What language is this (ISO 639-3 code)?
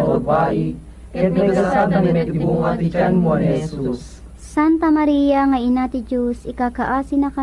ilo